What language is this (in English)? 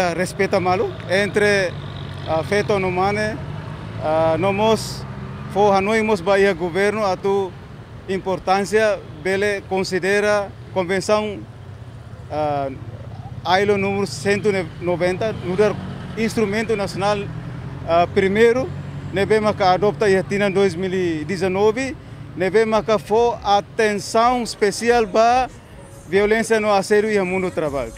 Tetum